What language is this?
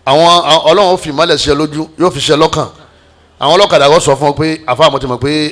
Yoruba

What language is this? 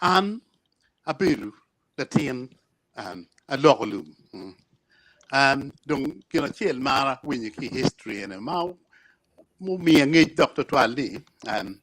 Acoli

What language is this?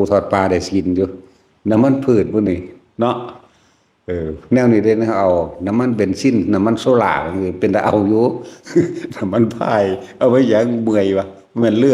Northeastern Thai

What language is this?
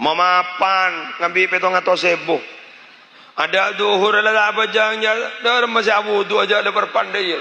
Madurese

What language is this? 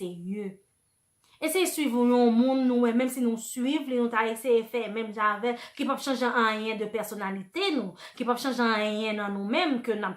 Haitian Creole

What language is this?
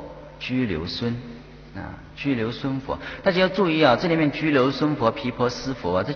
Chinese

